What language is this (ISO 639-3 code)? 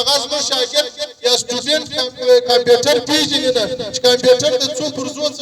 pus